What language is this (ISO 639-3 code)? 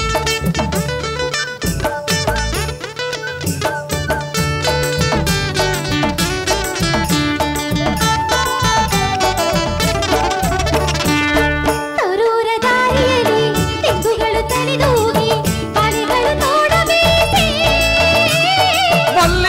kan